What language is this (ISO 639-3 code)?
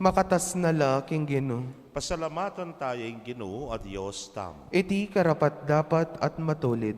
pam